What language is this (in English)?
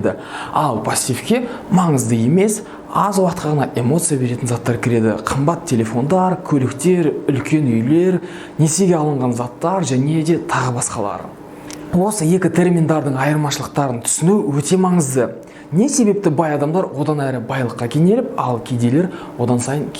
Kazakh